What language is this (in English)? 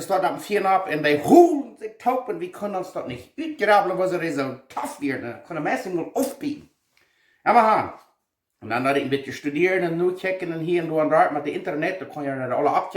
Plautdietsch